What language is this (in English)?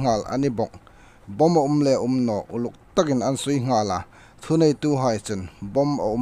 Hmar